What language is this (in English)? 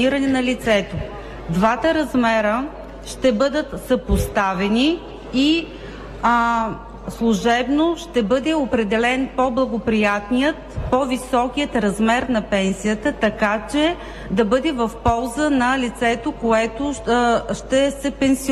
Bulgarian